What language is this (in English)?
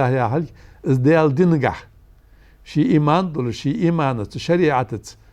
Ingush